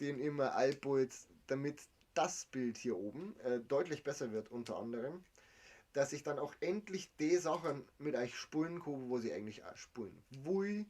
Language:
Bavarian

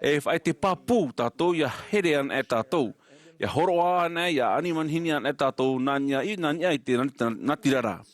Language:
Tahitian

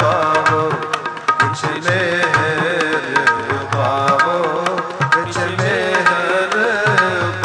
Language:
Punjabi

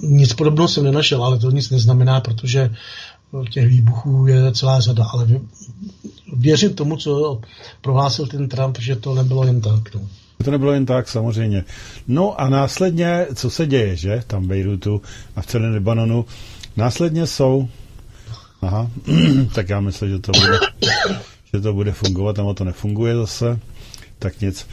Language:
Czech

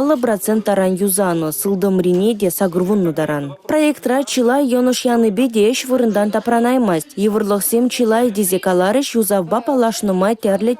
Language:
Chuvash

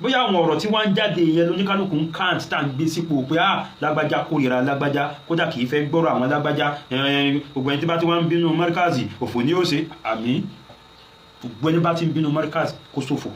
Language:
Yoruba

